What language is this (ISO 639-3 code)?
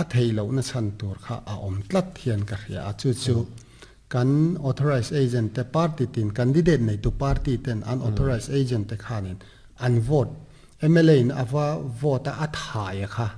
lus